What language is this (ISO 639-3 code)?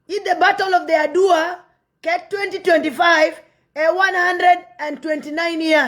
nus